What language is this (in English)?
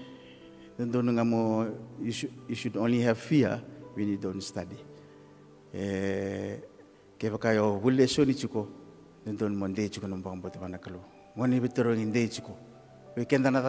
Fijian